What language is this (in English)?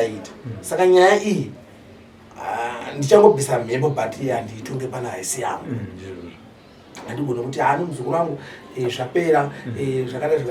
Shona